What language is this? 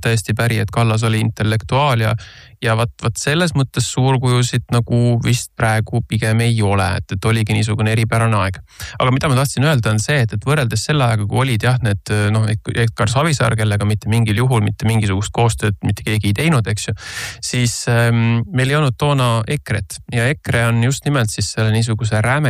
Estonian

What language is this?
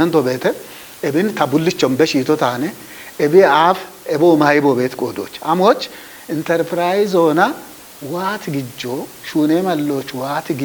Kafa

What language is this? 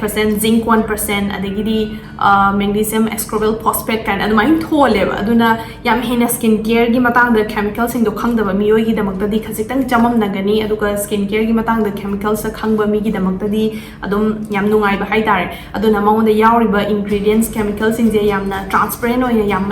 Manipuri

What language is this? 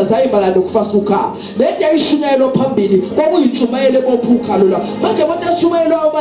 Zulu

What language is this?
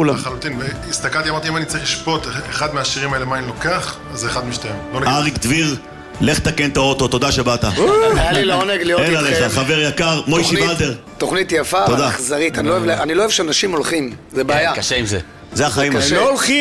Hebrew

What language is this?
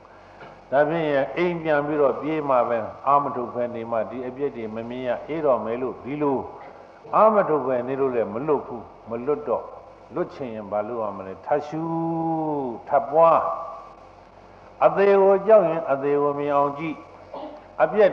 Burmese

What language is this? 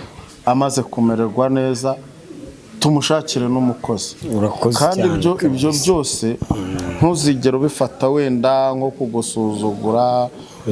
Kinyarwanda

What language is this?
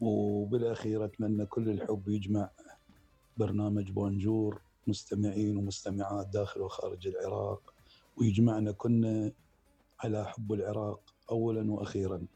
Mesopotamian Arabic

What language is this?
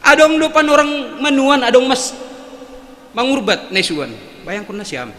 Batak Simalungun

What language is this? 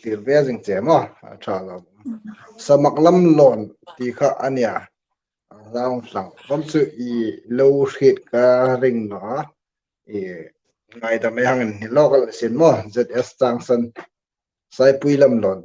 Hmar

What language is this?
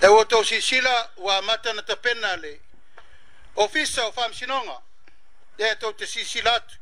Samoan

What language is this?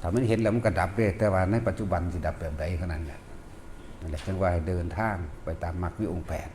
Northeastern Thai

